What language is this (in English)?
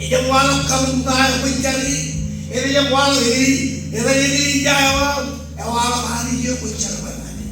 Marshallese